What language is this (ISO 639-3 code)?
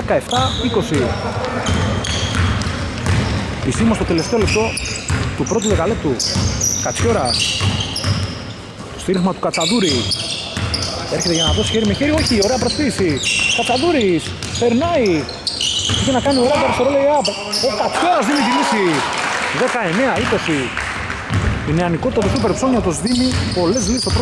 ell